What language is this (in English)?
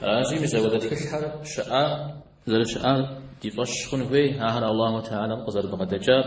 Kabardian